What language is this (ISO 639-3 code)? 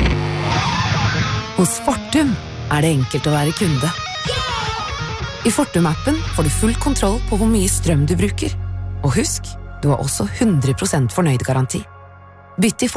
nor